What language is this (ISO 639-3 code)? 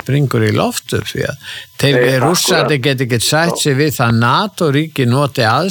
isl